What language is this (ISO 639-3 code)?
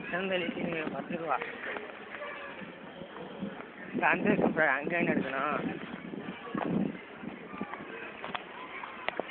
tam